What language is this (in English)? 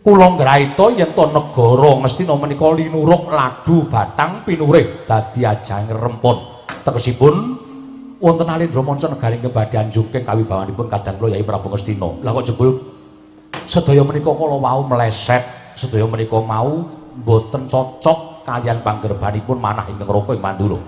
Javanese